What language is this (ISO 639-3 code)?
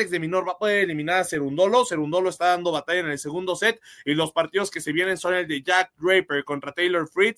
spa